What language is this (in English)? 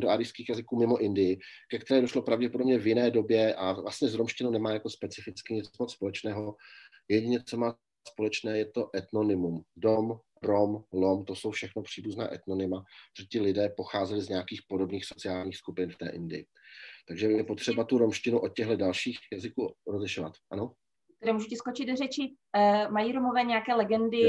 Czech